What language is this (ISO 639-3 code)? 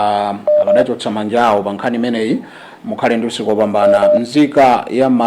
nya